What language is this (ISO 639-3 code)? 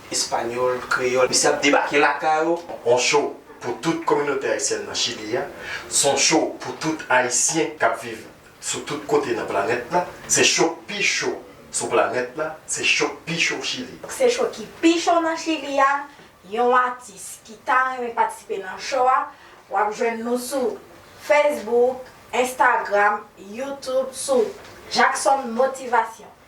hat